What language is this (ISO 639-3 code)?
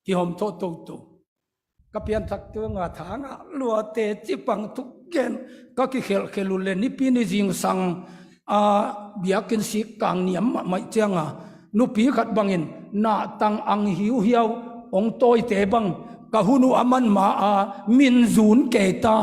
ctd